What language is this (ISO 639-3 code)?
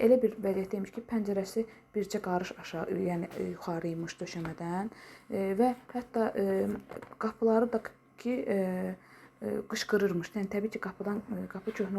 aze